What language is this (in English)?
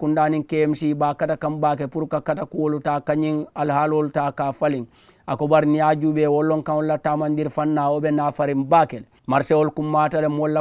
Mandingo